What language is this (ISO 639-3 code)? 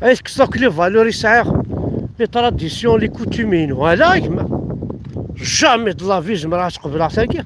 kab